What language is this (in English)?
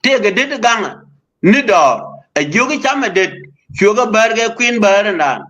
Nuer